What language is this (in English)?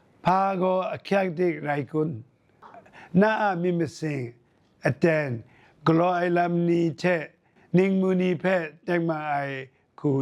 Kachin